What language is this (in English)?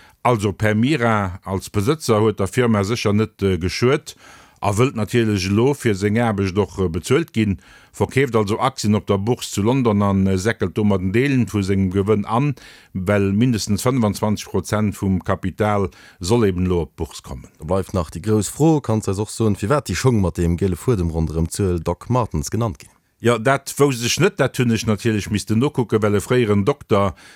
Luxembourgish